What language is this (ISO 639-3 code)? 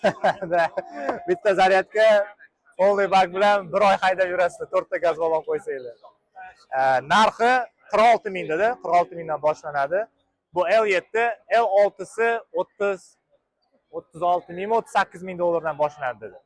uzb